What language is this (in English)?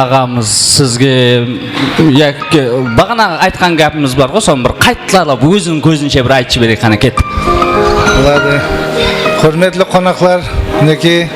Kara-Kalpak